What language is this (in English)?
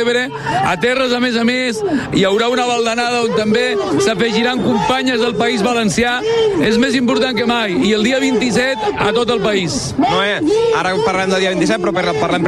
Catalan